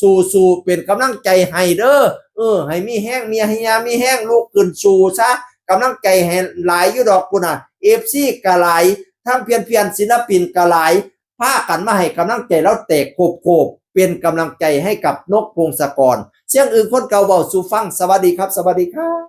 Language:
Northeastern Thai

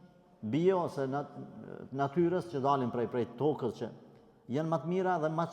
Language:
Albanian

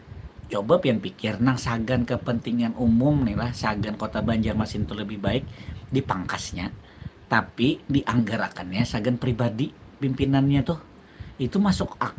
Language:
Banjar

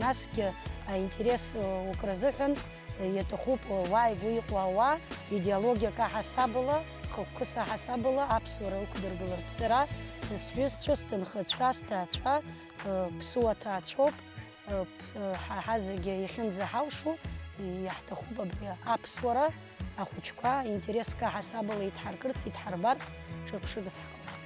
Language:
Abkhazian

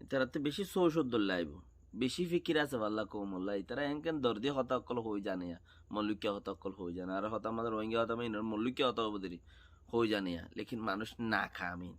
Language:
Rohingya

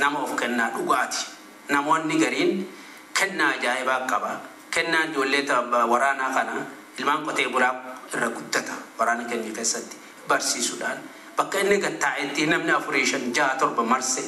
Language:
Oromo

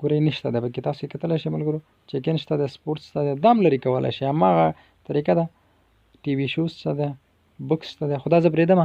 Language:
Pashto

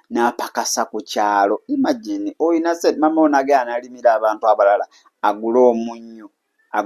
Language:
Ganda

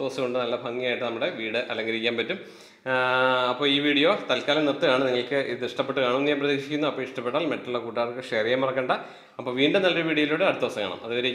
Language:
Malayalam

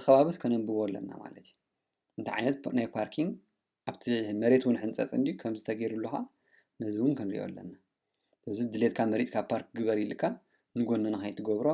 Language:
Tigrinya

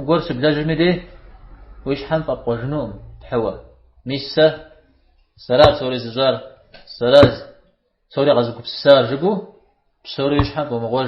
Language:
Kabardian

